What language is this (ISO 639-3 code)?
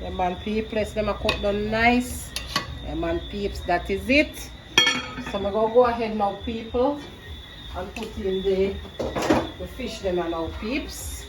jam